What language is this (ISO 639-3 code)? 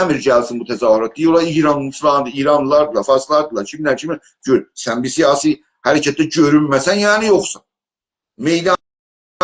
azb